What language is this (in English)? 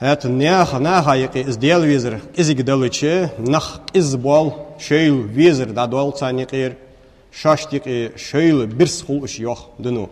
Ingush